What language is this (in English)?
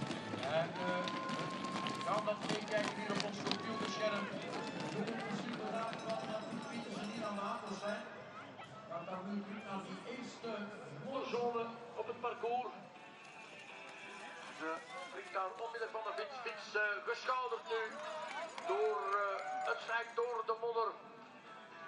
Dutch